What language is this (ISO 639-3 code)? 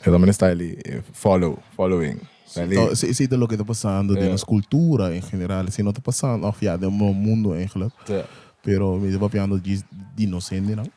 pap